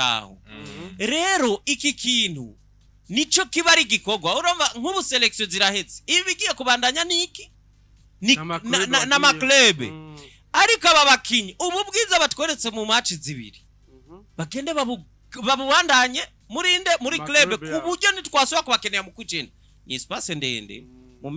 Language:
Rundi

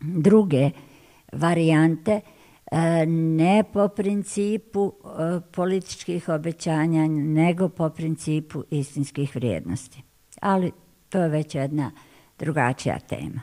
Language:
Bosnian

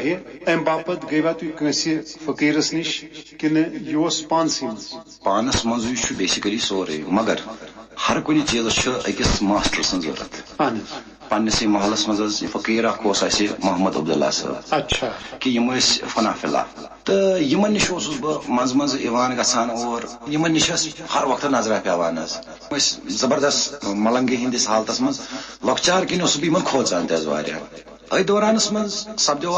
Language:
Kashmiri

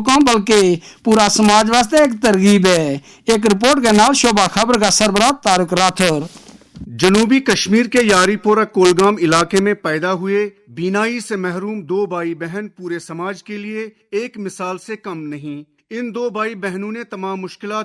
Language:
Gujari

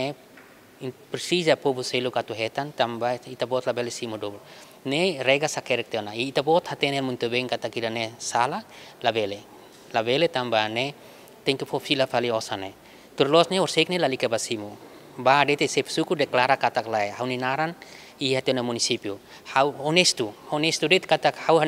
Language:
Tetum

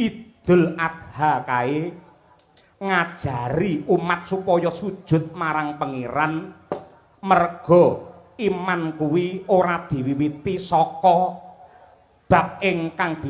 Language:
Javanese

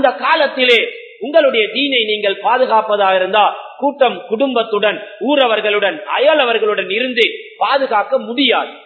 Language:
Tamil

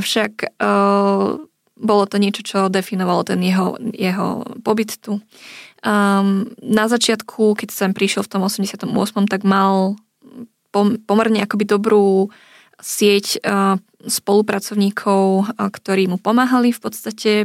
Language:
Slovak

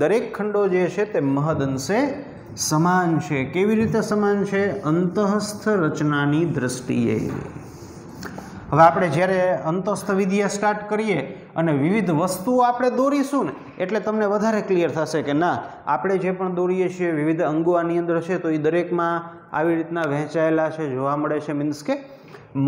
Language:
Gujarati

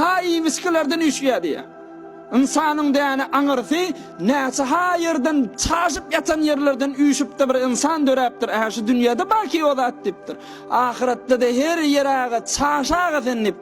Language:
Turkmen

